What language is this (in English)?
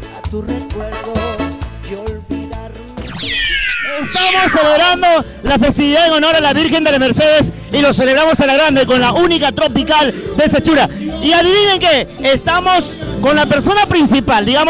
Spanish